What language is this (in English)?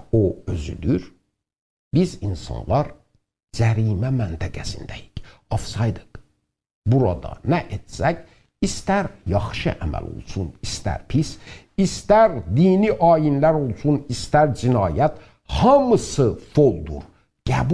South Azerbaijani